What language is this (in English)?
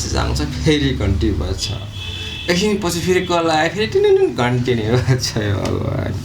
Nepali